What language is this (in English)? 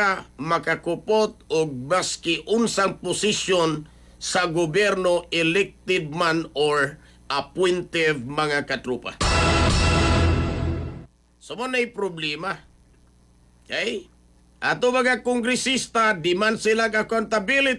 Cebuano